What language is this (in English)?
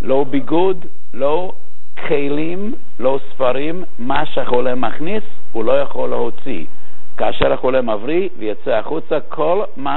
Hebrew